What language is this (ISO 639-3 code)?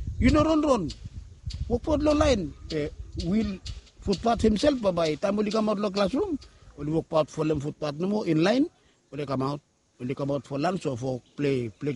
bis